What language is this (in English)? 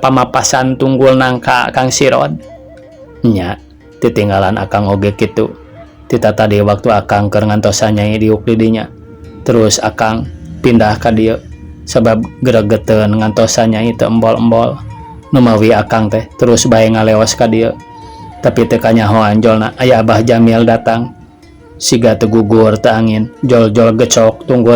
Sundanese